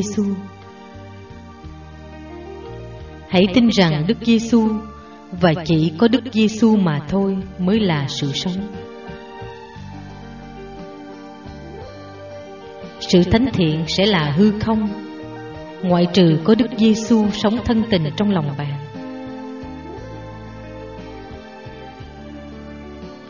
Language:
Vietnamese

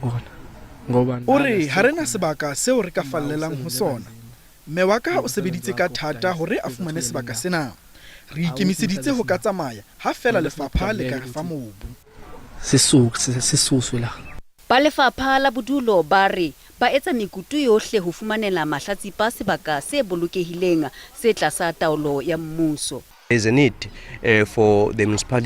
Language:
Southern Sotho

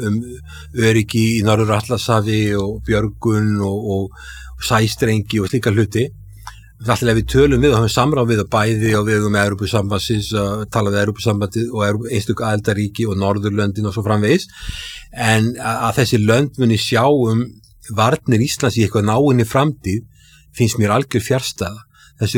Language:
Icelandic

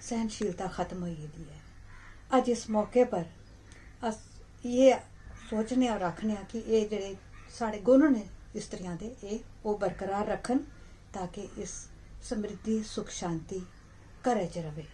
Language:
Dogri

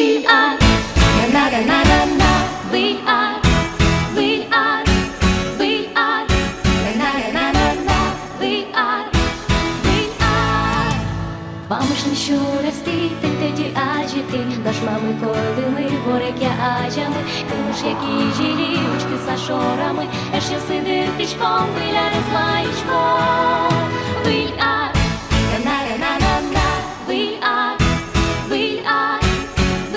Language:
Udmurt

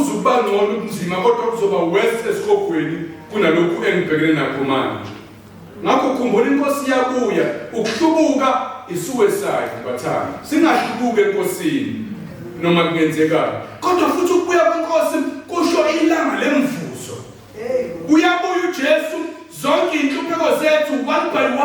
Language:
Zulu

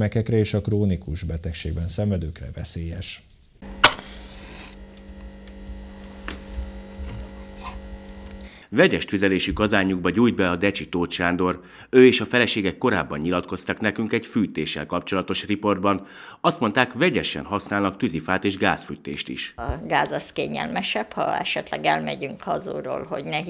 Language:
Hungarian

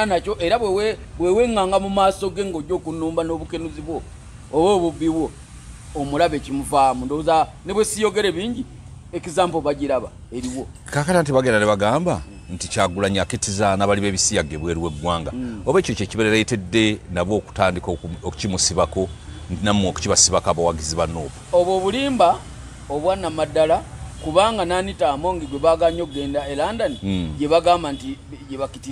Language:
Ganda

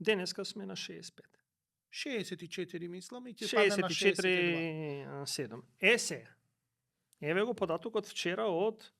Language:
Macedonian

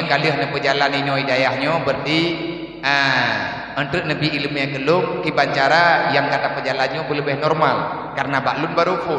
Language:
Achinese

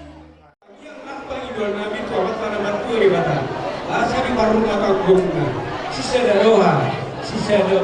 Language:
Batak Toba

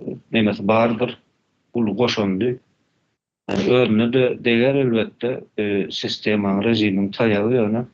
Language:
Turkmen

